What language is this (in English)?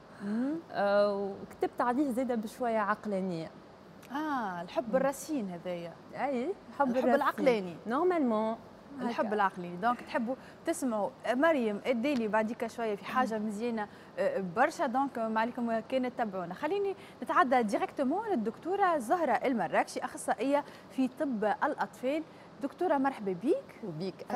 Tunisian Arabic